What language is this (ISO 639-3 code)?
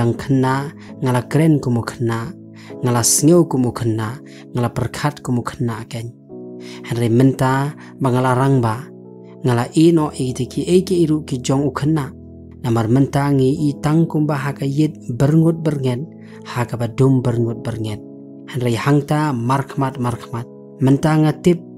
kha